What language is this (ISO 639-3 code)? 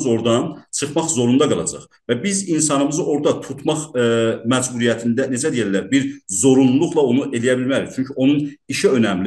azb